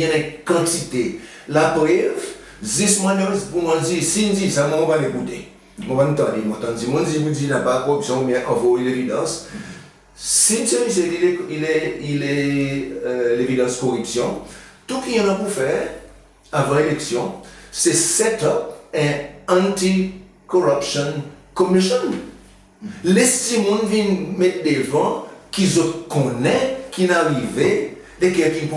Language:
Seselwa Creole French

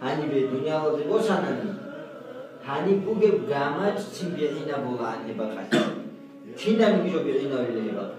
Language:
Avaric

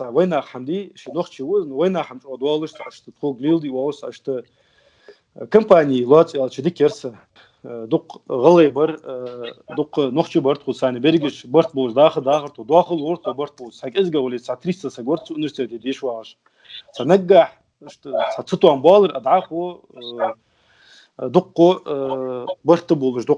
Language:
Ingush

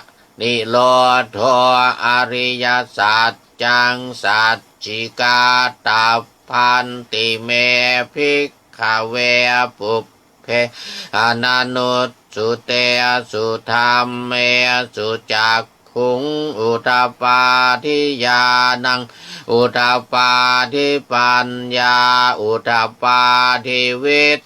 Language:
Pali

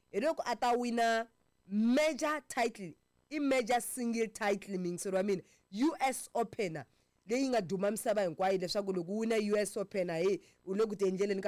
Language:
Tsonga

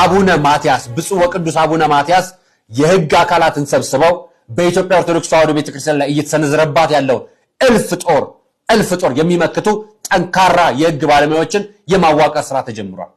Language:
Amharic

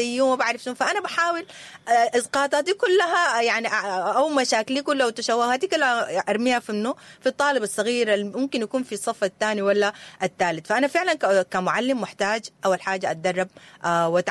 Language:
Sudanese Arabic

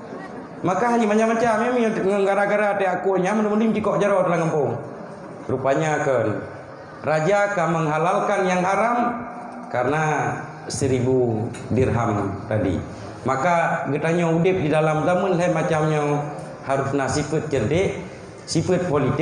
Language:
Achinese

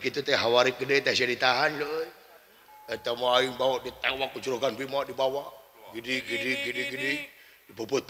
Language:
Sundanese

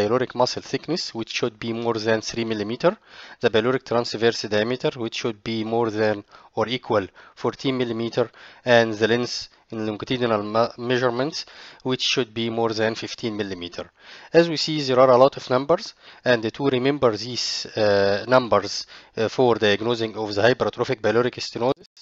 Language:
English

